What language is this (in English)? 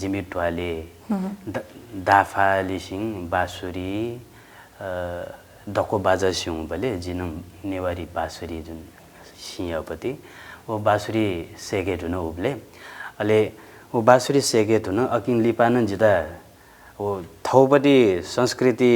Newari